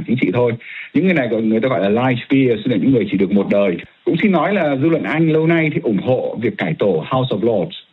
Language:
Vietnamese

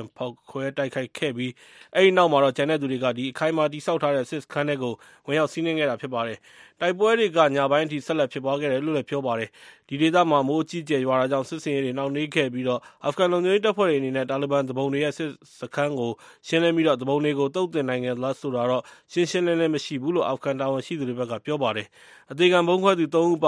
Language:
Burmese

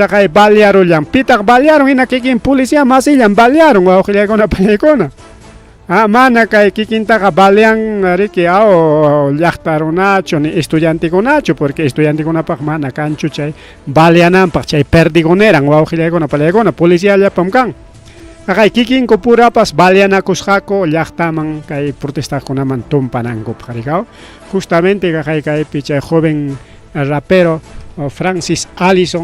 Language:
Ayacucho Quechua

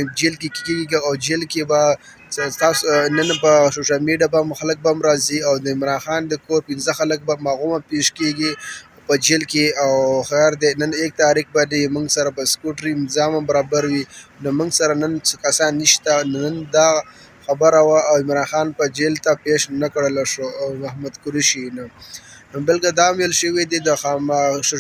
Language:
Pashto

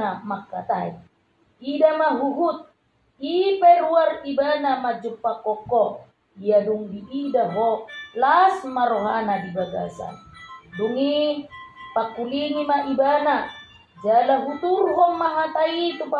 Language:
Batak Toba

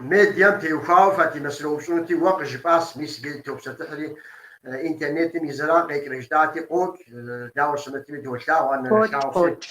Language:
Kabardian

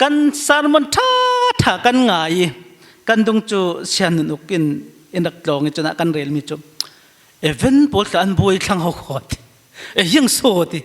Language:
Falam Chin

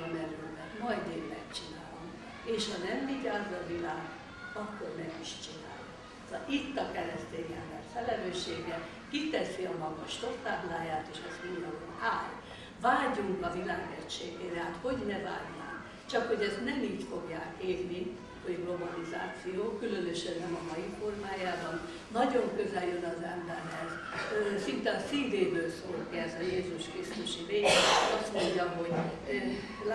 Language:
Hungarian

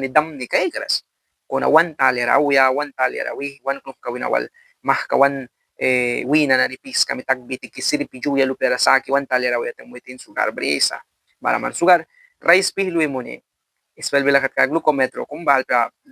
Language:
Mískito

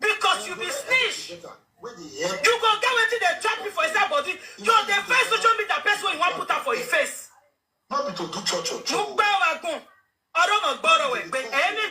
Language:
Nigerian Pidgin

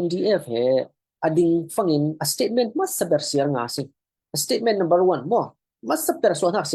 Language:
Falam Chin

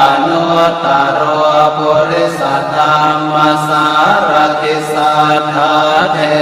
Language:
Pali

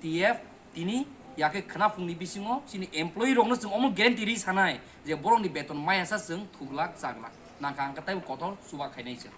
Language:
Kok Borok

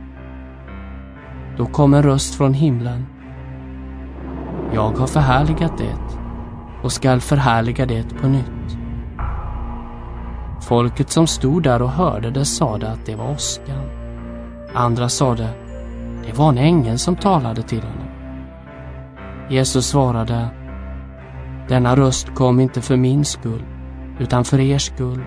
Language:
Swedish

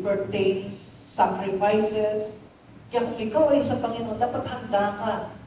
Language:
Filipino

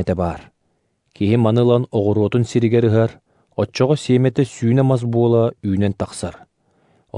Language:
Yakut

